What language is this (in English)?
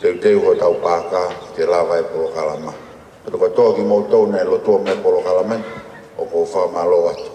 Tongan